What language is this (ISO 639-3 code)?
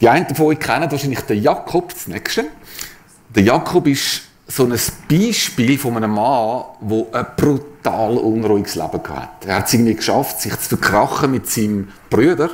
gsw